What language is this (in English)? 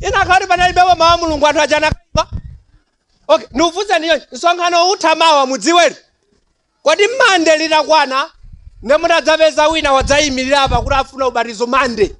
Nyanja